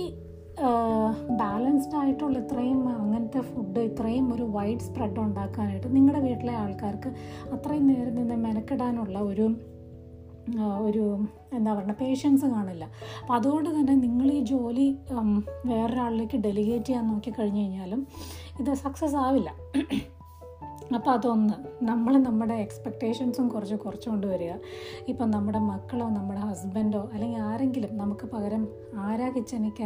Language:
Malayalam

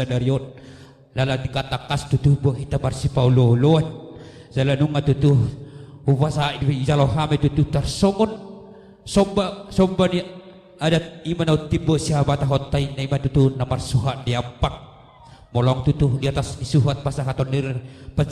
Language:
Batak Toba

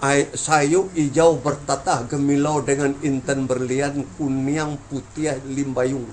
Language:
Minangkabau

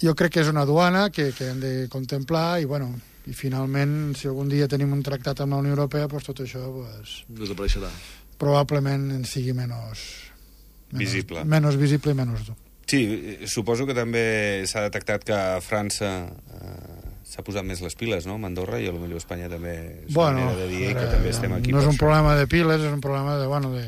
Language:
Catalan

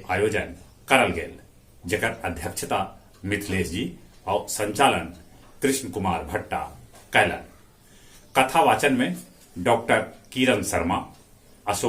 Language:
Magahi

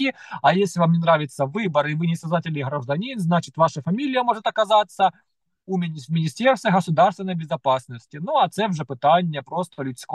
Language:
Ukrainian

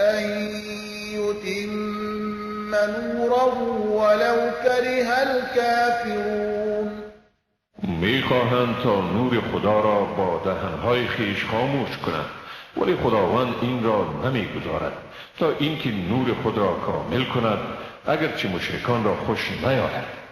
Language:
Persian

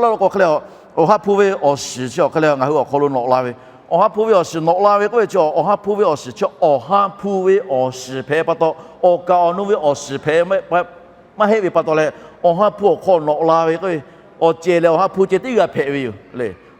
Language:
Lahu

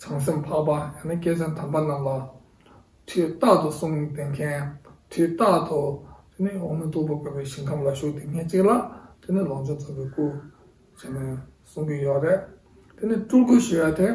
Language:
Tibetan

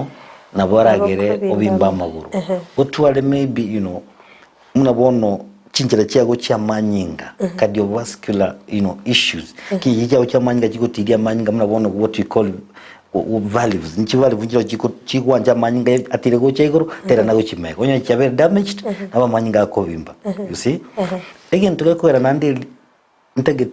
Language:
Gusii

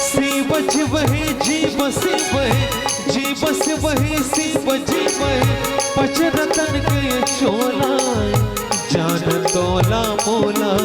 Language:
Chhattisgarhi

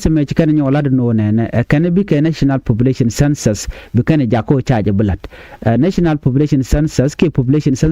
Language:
Nuer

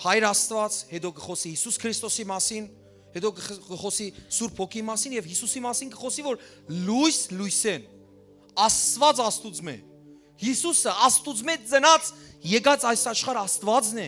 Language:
Western Armenian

